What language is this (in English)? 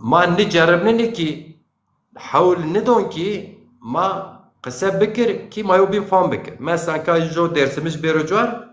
Zaza